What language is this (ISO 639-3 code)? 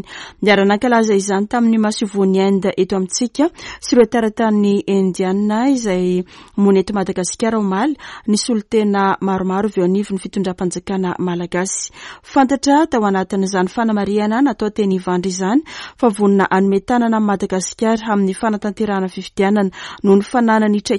mlg